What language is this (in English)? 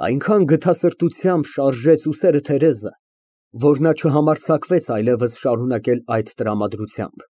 Armenian